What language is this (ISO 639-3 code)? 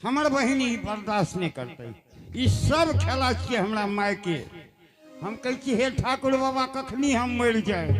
anp